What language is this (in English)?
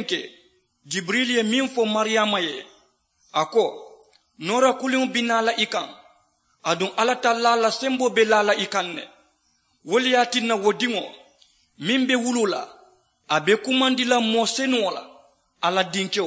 Mandingo